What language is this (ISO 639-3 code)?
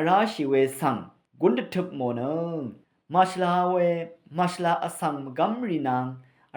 raw